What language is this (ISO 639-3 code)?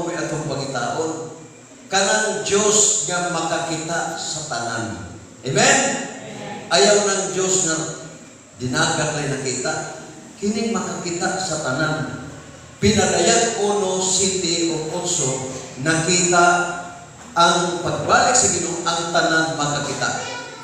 ceb